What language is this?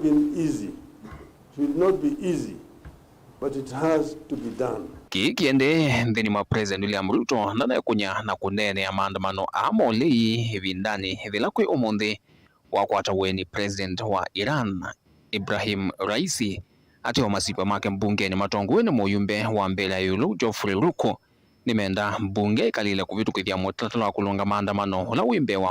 Kamba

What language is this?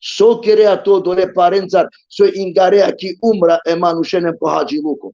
Balkan Romani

